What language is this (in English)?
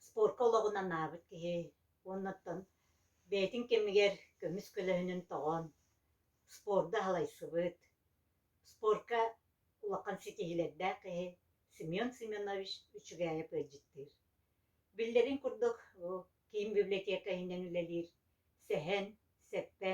Yakut